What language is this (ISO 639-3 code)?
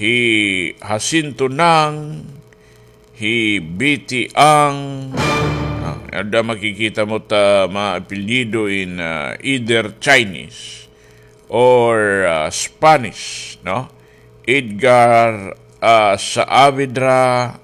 war